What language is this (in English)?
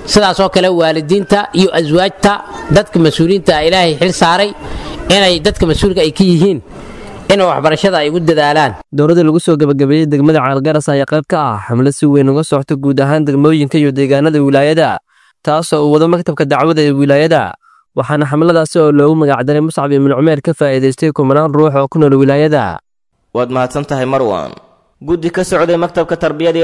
Somali